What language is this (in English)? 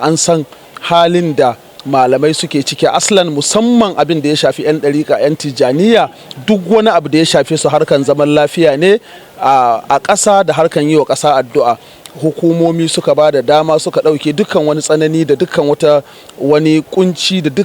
Hausa